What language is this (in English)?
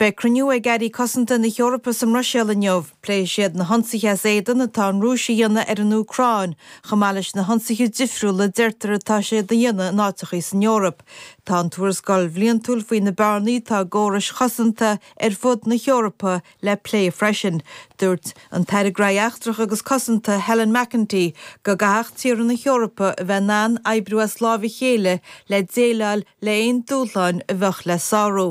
Irish